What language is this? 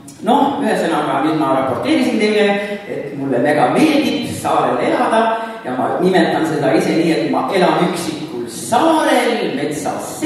Estonian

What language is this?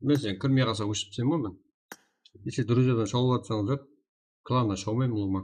Kara-Kalpak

